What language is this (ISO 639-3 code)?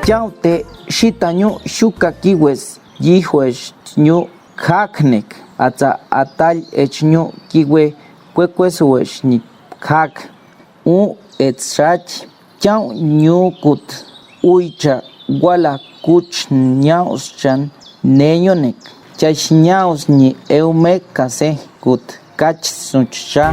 pbb